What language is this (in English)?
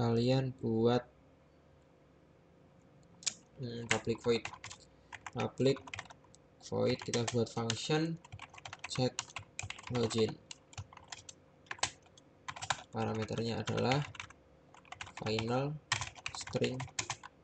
Indonesian